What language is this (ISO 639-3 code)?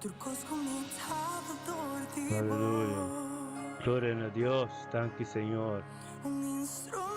pap